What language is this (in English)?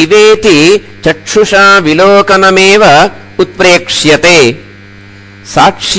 Sanskrit